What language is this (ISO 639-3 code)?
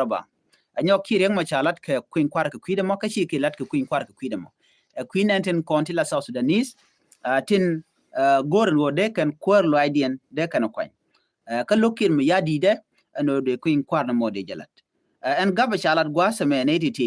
nus